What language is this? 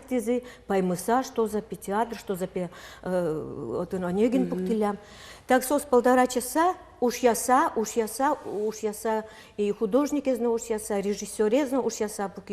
Udmurt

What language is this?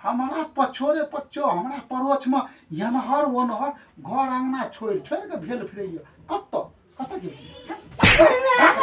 Maithili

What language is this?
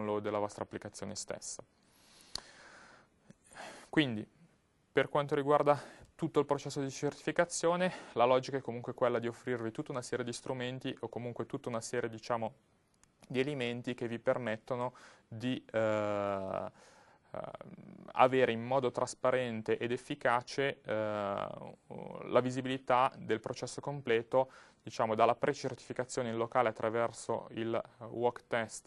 Italian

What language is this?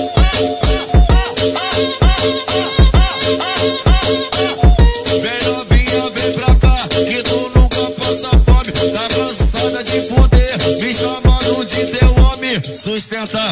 Portuguese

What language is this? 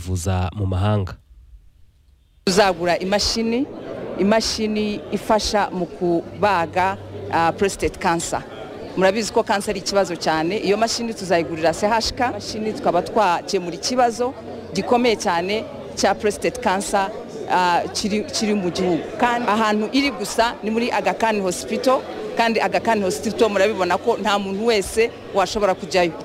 Kinyarwanda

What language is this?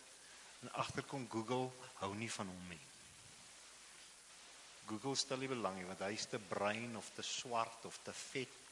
Afrikaans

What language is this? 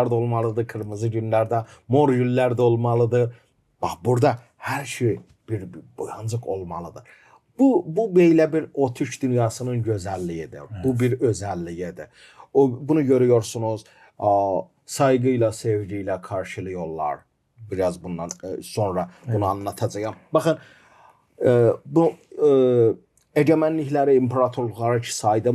Gagauz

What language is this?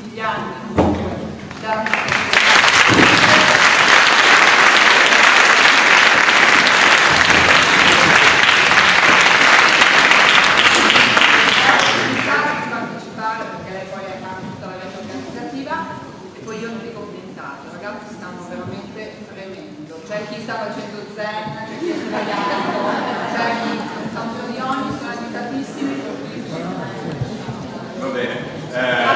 Italian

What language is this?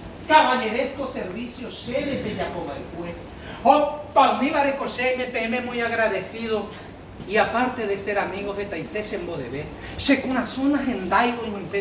Guarani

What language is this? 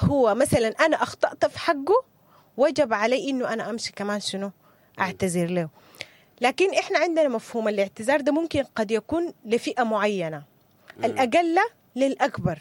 Sudanese Arabic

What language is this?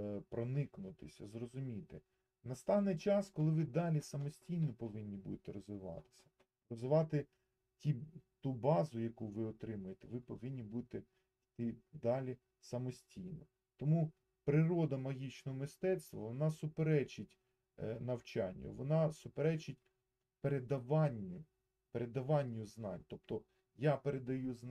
Ukrainian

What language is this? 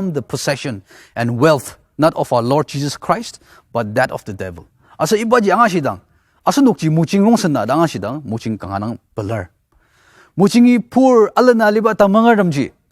Ao Naga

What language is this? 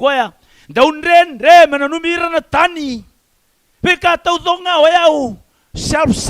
Fijian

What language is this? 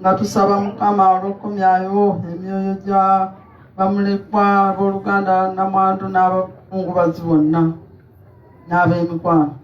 Ganda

